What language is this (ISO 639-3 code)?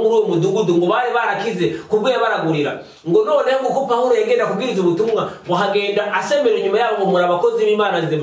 kin